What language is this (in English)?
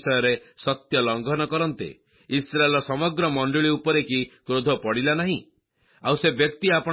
Odia